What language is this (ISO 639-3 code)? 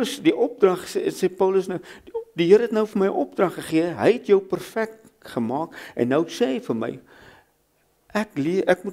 afr